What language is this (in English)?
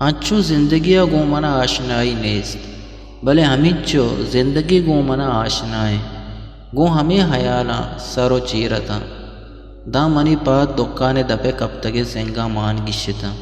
Eastern Balochi